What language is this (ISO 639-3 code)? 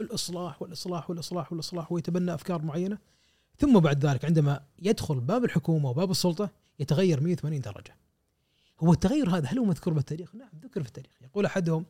afb